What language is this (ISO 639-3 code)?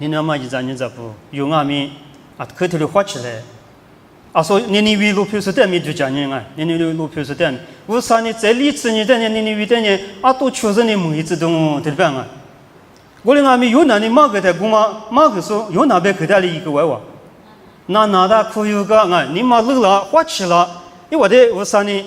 lis